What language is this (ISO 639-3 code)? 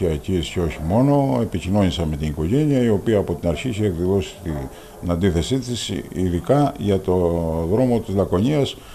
ell